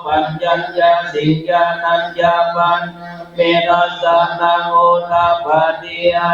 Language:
Pali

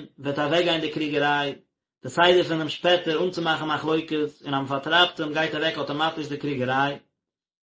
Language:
Yiddish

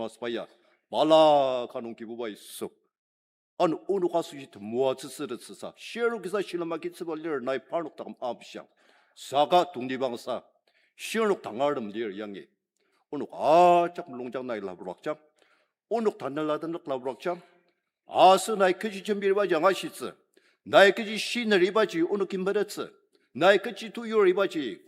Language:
Ao Naga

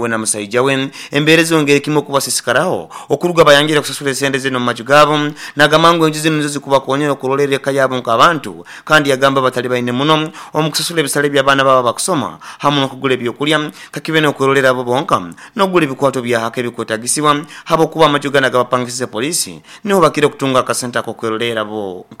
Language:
Nyoro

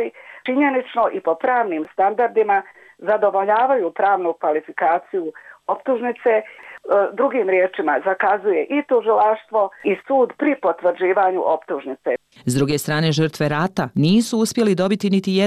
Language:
Bosnian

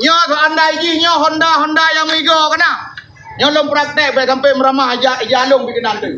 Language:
Achinese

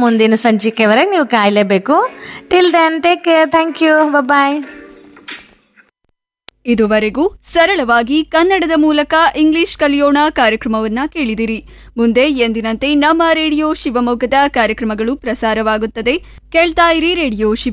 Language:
Kannada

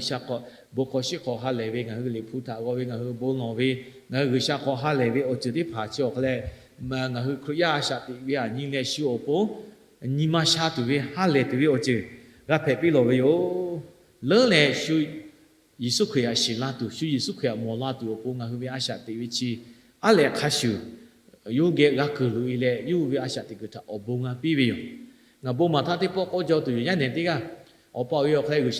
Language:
Lahu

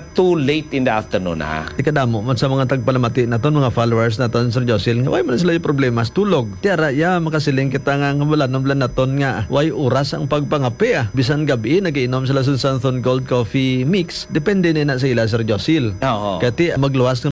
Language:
Hiligaynon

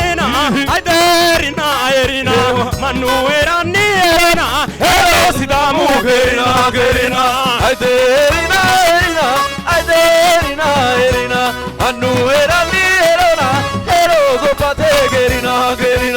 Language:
Sidamo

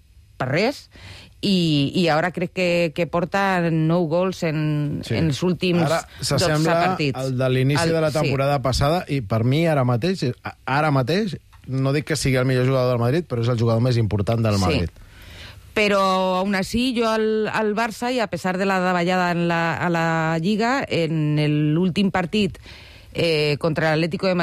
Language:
Catalan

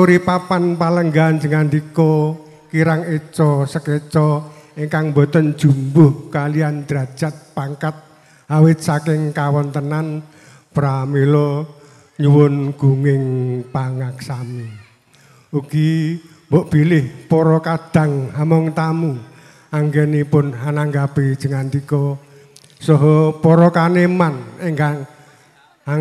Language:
Javanese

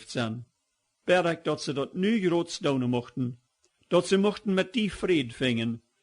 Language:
Plautdietsch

